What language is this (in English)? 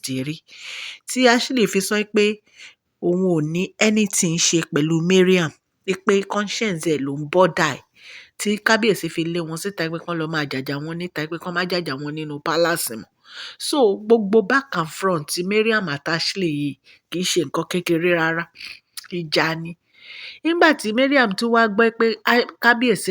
Yoruba